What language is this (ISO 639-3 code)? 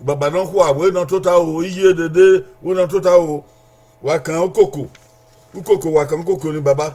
bin